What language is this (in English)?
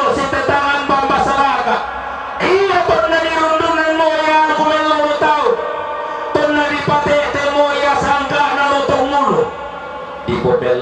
Toraja-Sa'dan